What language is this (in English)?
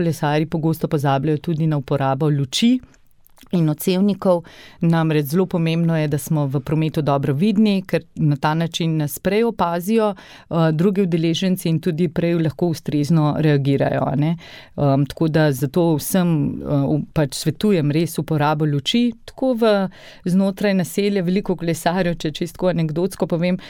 Slovenian